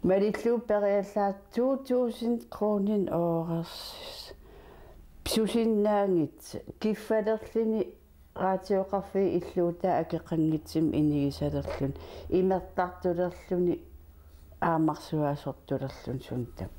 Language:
Kalaallisut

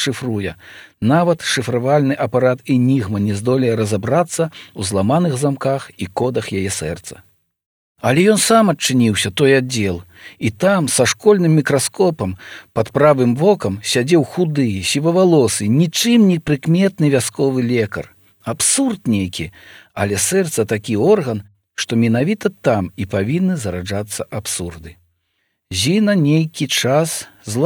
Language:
Belarusian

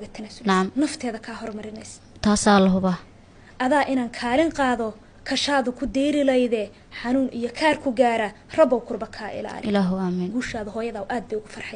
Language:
Somali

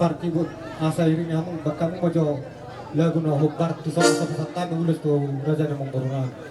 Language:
Batak Toba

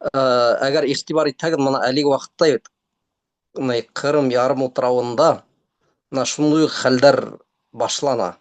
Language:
Bashkir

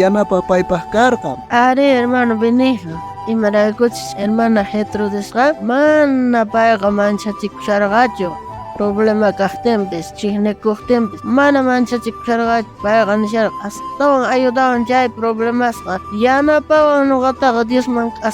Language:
South Bolivian Quechua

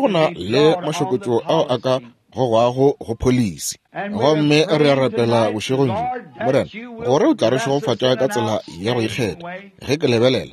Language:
Northern Sotho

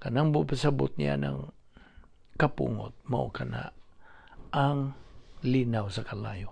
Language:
Cebuano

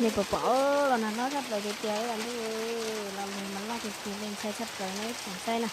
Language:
Hmong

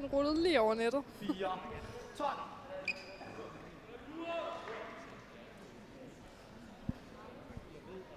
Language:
Danish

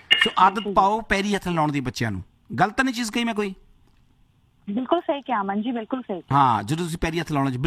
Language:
Punjabi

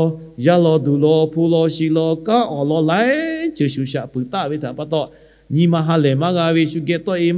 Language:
Lahu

